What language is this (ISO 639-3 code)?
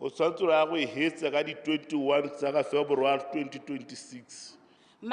tsn